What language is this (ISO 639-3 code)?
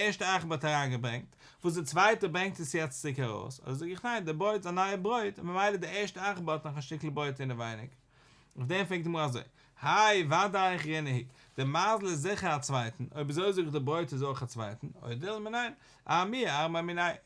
yid